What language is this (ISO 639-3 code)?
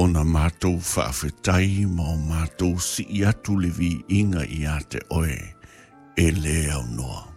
smo